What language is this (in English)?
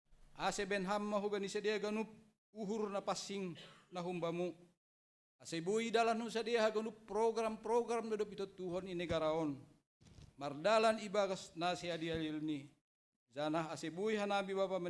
Batak Simalungun